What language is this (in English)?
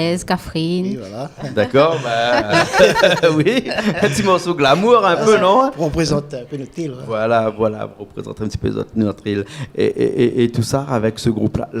Réunion Creole French